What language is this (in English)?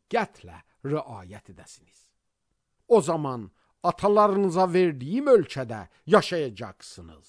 Azerbaijani